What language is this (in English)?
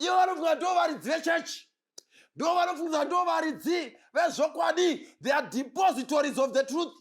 Shona